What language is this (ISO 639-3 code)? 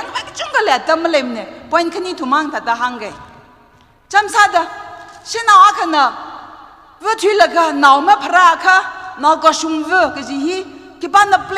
nmf